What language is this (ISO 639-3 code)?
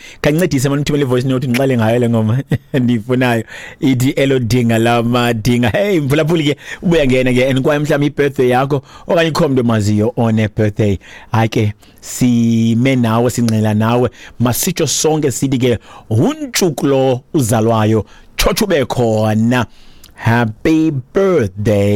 xho